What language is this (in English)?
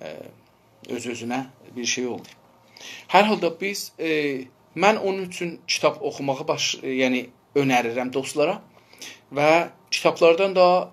South Azerbaijani